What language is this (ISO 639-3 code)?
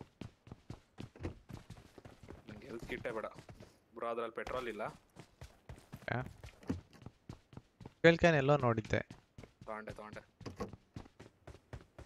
kan